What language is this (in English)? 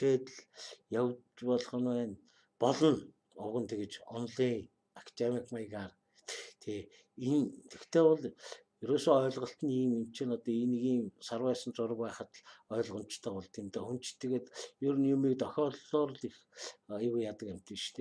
Mongolian